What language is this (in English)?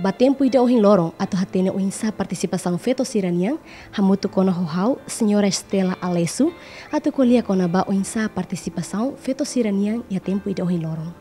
Tetum